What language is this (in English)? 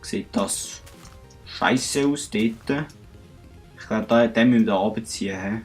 Swiss German